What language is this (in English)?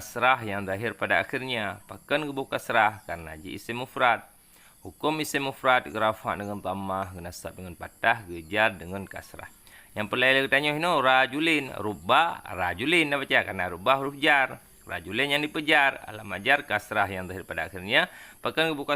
Achinese